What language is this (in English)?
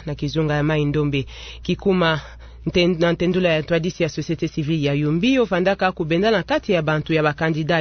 Kituba (Democratic Republic of Congo)